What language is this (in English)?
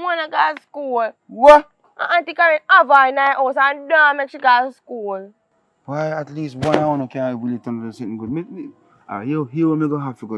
Jamaican Creole English